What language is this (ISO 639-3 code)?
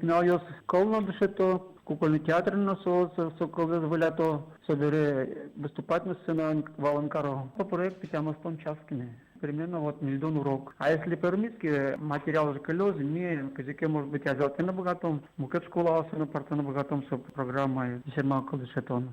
udm